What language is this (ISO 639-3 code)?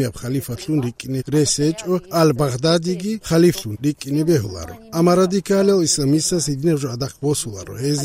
ava